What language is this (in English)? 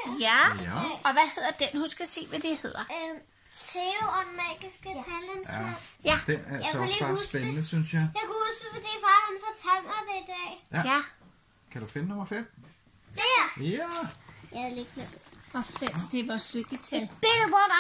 Danish